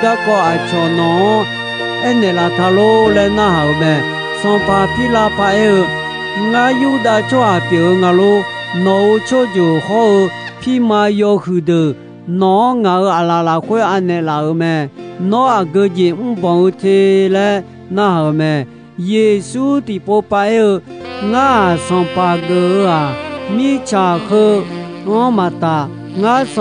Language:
Akha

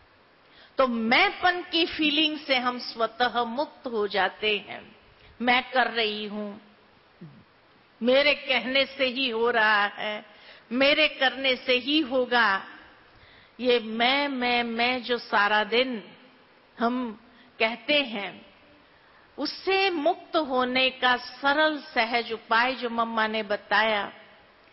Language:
Hindi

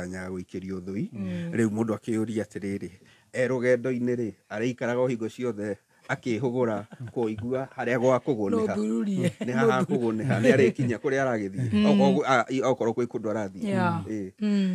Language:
Kikuyu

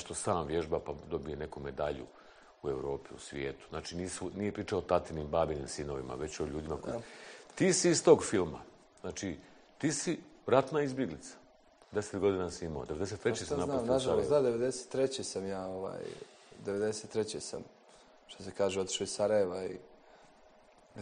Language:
Bosnian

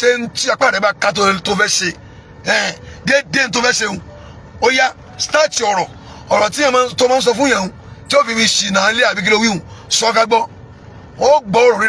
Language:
Yoruba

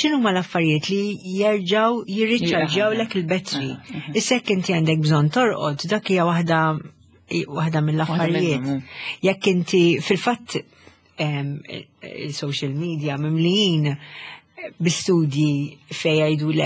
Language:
Maltese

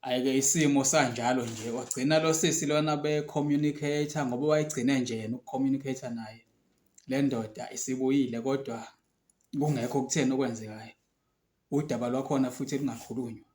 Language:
Zulu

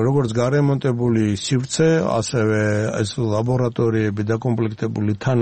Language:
Georgian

